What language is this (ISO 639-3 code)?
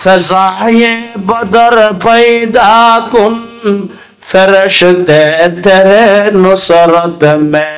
rhg